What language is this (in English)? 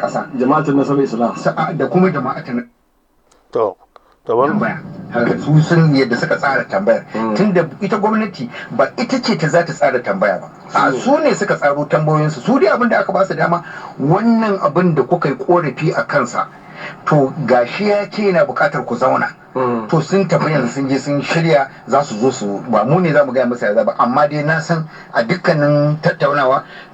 Hausa